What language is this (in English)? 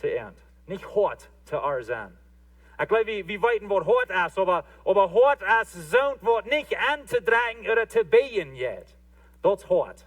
Plautdietsch